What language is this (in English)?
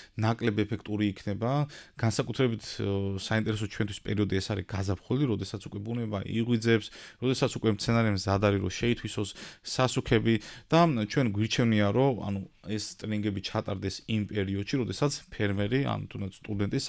Georgian